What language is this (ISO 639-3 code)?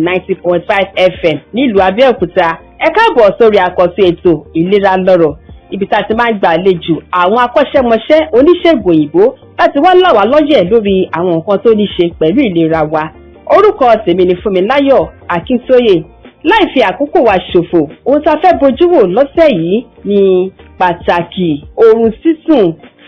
yor